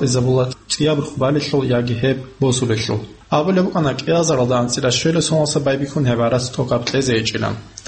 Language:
Avaric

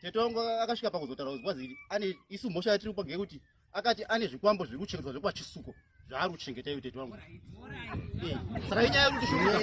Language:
Shona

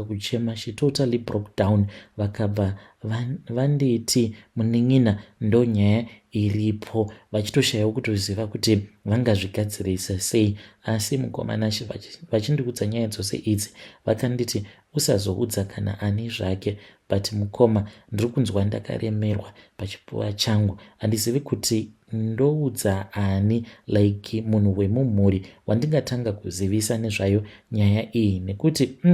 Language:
Shona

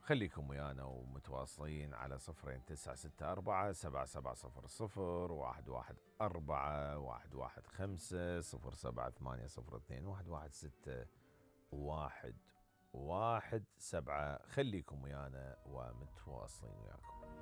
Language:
Mesopotamian Arabic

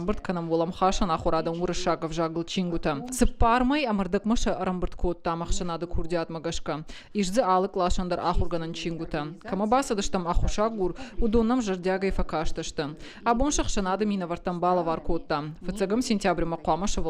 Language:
Ossetic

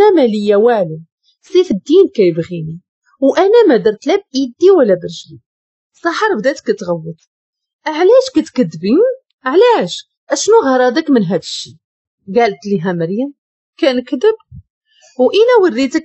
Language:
Moroccan Arabic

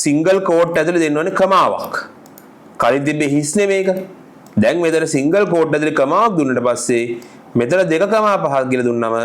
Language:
Sinhala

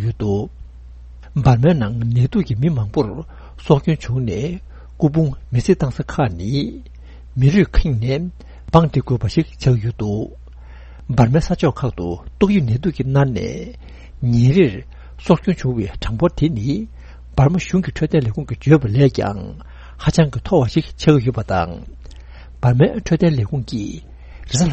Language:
Tibetan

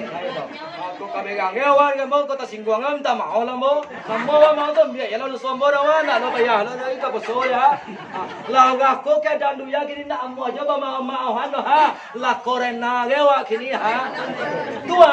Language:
Minangkabau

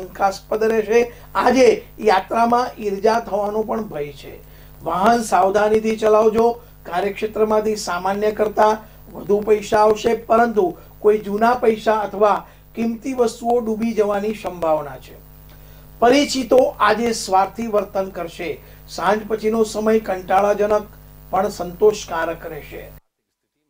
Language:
Gujarati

